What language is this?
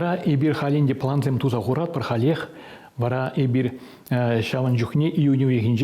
Chuvash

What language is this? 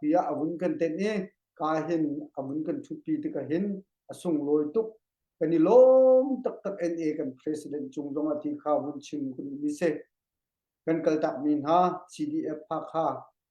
Hakha Chin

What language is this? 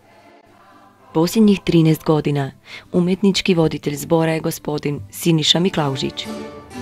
Croatian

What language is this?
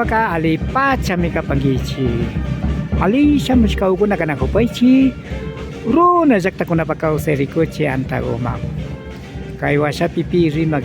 Imbabura Highland Quichua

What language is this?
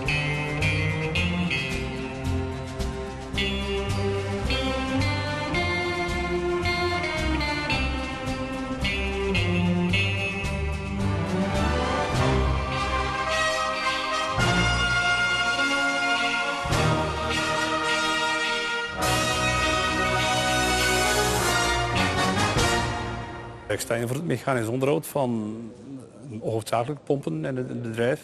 Dutch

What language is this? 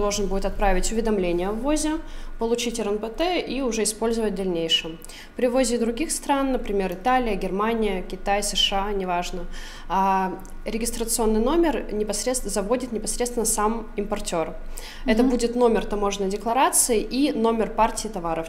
Russian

